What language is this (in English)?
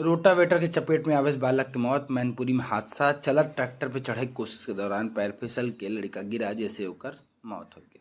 Awadhi